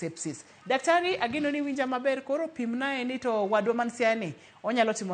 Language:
Luo (Kenya and Tanzania)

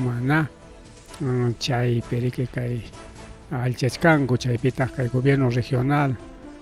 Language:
Ayacucho Quechua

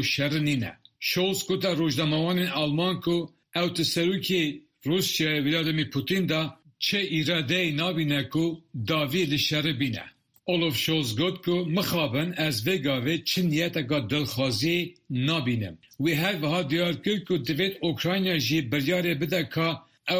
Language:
Kurdish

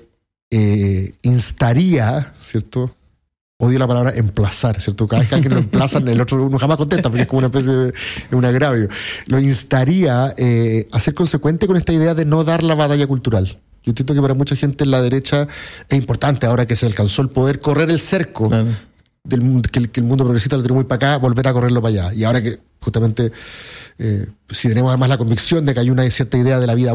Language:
Spanish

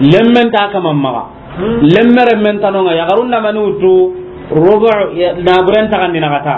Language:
Soninke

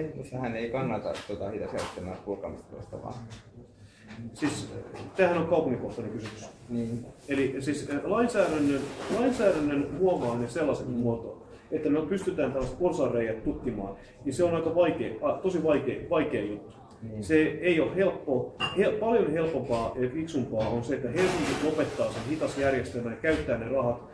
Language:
Finnish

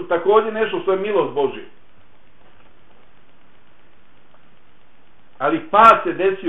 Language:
Bosnian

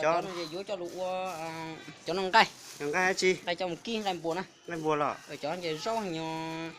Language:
Hmong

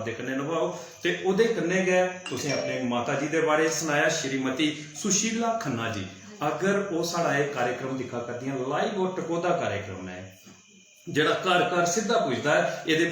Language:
Dogri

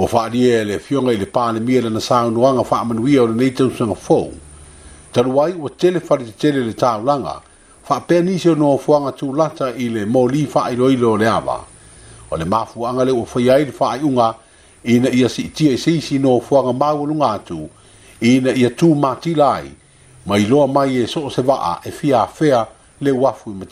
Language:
Samoan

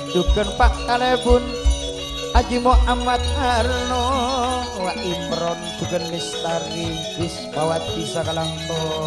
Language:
Madurese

